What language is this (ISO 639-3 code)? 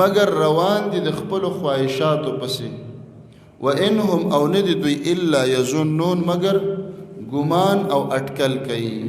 pus